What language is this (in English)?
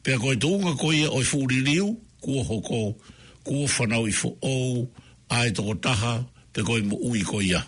Tongan